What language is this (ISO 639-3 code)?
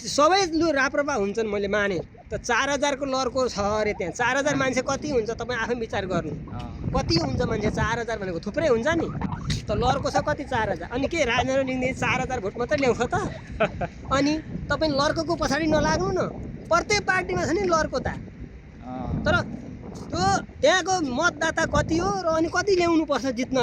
nep